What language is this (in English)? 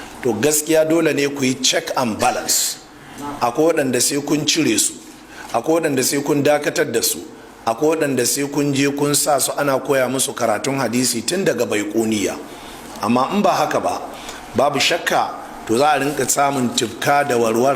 Hausa